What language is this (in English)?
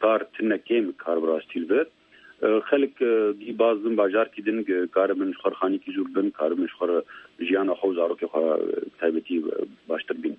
Kurdish